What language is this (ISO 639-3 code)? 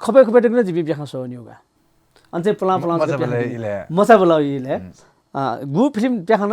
new